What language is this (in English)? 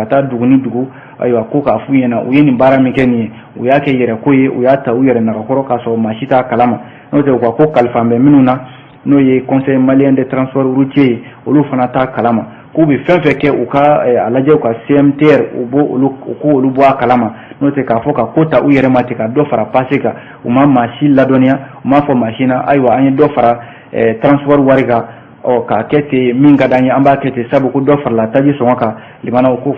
Bambara